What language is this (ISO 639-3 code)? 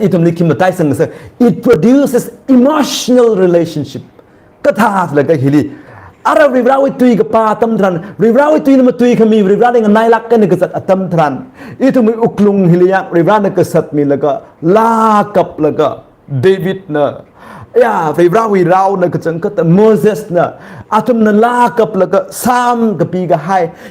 nmf